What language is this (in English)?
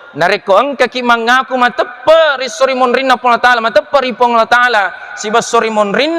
Buginese